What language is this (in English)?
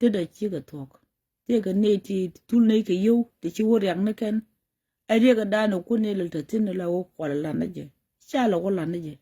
Nuer